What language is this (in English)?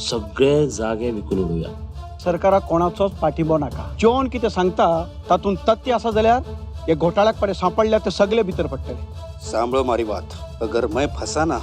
Konkani